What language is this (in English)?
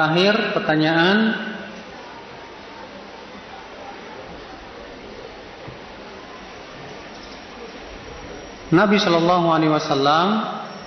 Indonesian